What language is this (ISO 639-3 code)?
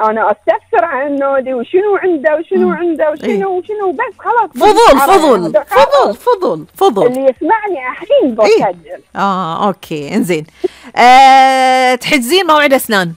afb